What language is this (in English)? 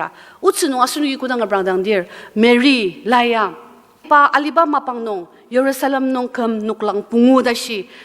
Ao Naga